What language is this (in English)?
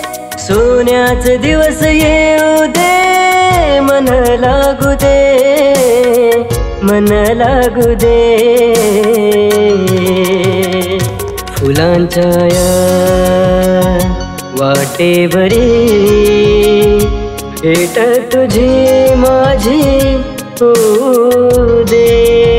Marathi